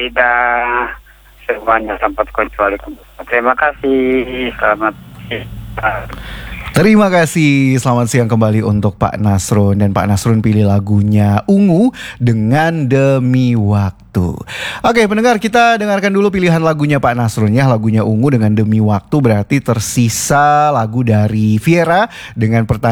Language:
Indonesian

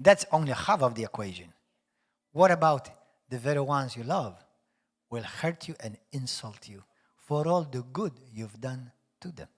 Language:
English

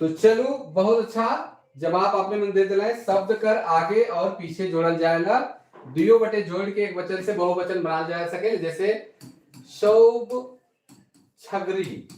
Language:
Sadri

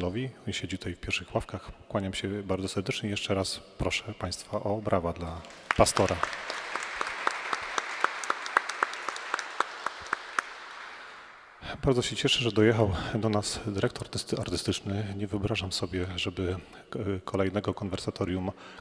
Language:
Polish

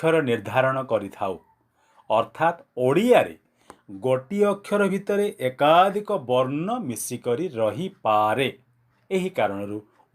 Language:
Odia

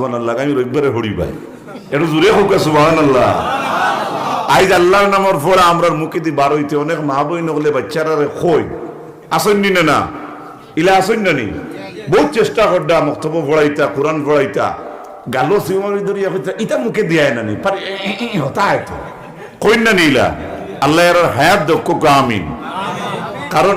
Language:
Sylheti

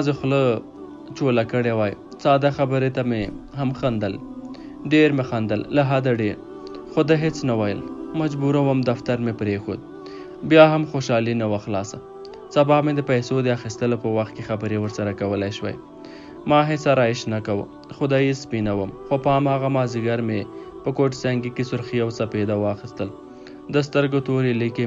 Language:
Pashto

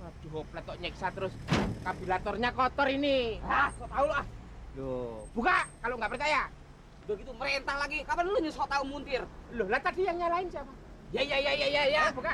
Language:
Betawi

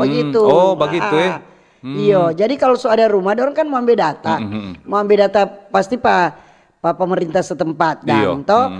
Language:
Manado Malay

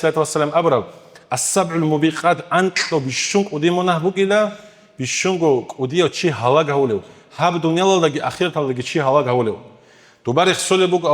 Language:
Avaric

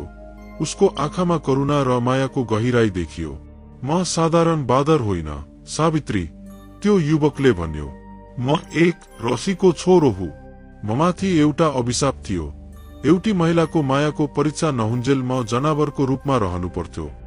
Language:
Nepali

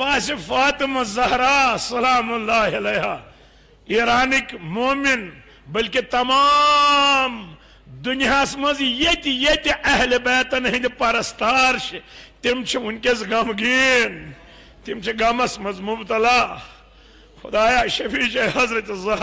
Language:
Kashmiri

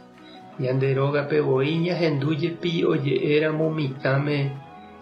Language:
Guarani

